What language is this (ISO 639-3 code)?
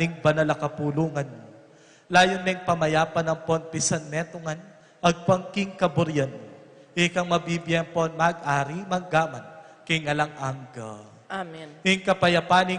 pam